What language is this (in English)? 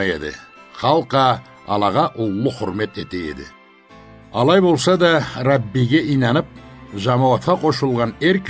Karachay-Balkar